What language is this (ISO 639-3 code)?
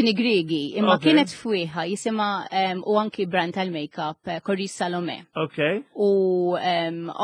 mlt